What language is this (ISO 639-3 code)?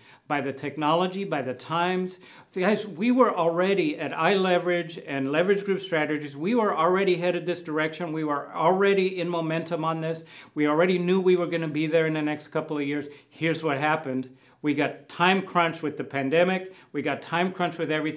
eng